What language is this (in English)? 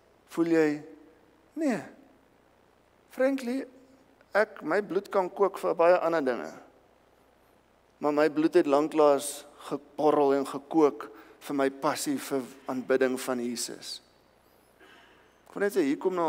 Afrikaans